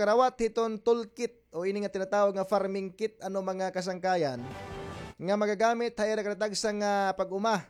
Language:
Waray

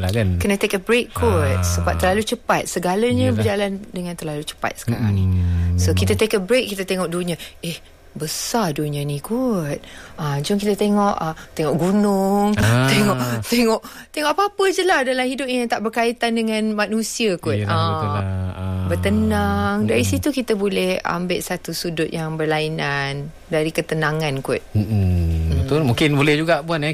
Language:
Malay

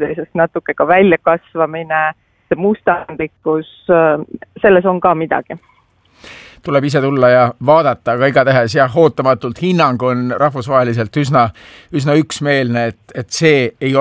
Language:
Estonian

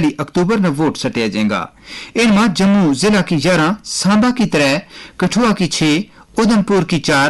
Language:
Gujari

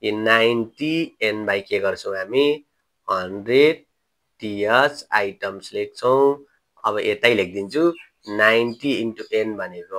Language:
Nepali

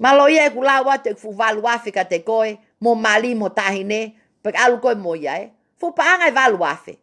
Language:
Tongan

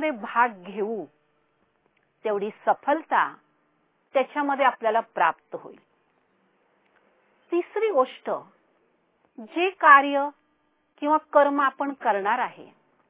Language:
Marathi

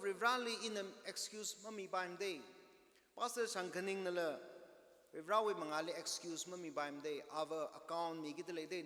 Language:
Tangkhul Naga (India)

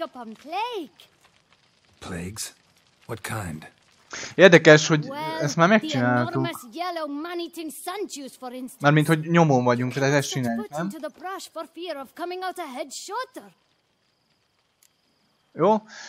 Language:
Hungarian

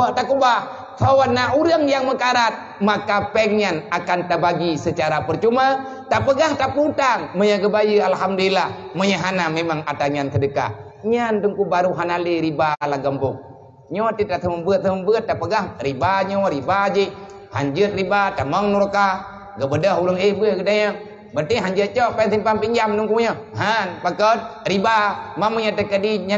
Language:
Achinese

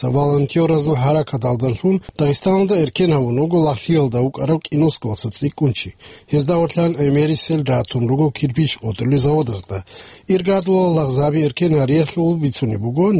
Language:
Avaric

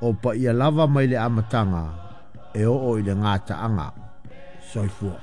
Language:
Samoan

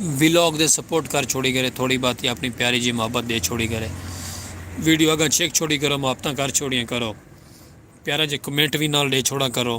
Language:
Saraiki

